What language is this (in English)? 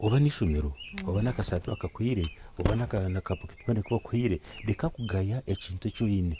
Nyankole